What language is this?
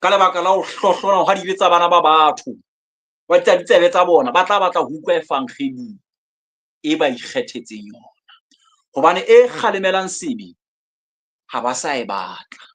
Southern Sotho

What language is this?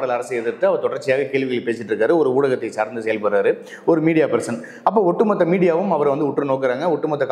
Tamil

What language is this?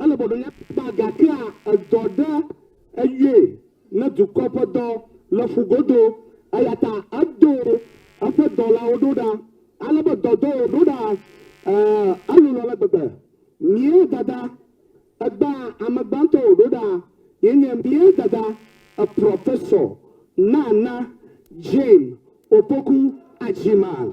Ewe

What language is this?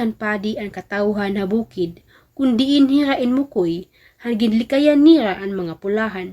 Waray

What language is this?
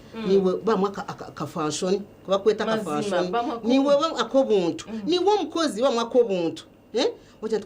Nyankole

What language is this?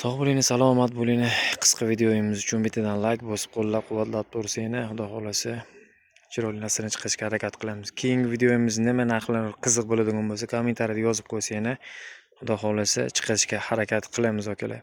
Uzbek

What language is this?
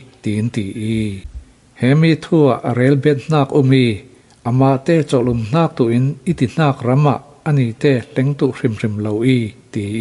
Falam Chin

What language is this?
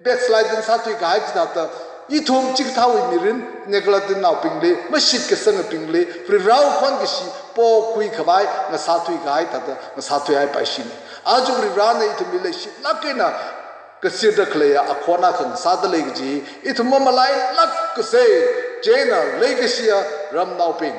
Tangkhul Naga (India)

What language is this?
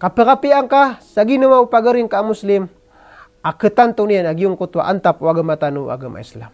Maranao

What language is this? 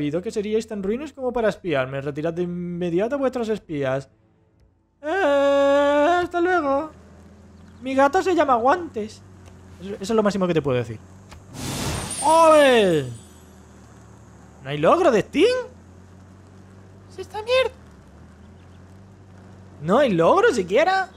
Spanish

